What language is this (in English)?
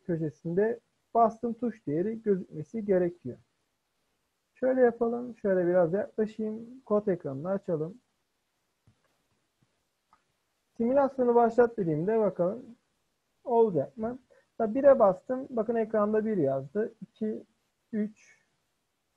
Turkish